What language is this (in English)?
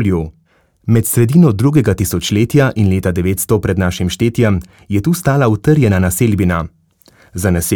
Slovenian